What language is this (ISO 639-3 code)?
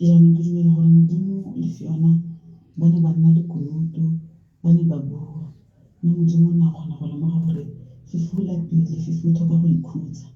tsn